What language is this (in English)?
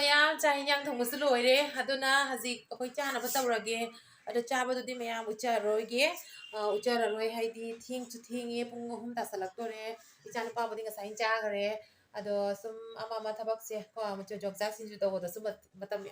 Manipuri